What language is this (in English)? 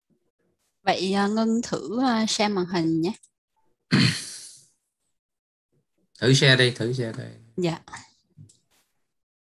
Vietnamese